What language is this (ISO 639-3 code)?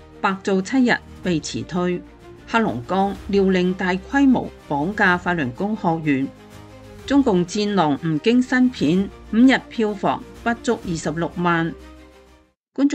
yue